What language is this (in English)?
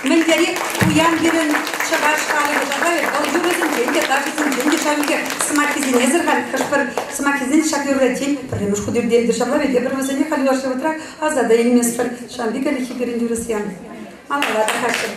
Chuvash